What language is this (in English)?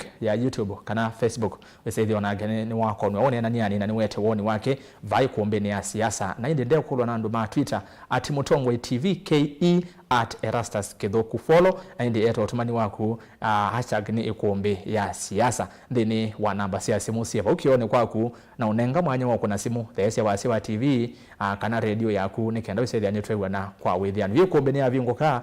Kamba